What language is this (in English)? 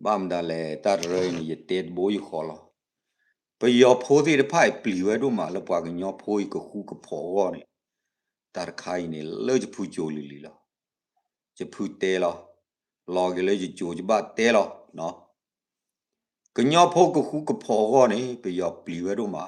S'gaw Karen